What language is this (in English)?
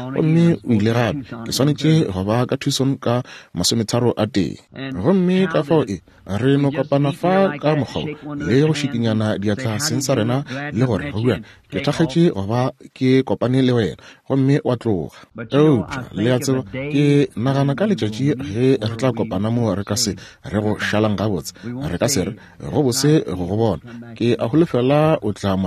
Northern Sotho